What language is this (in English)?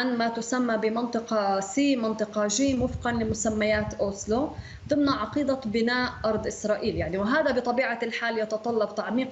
Arabic